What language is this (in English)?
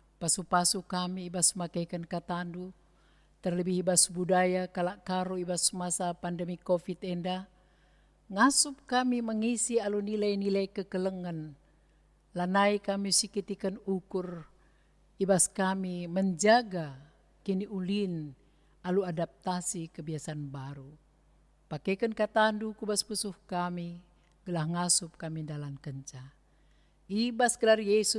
Batak Karo